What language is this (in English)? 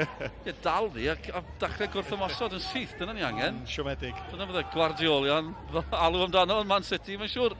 Welsh